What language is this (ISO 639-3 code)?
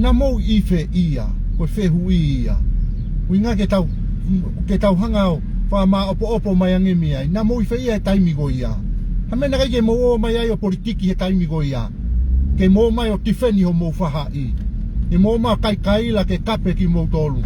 ton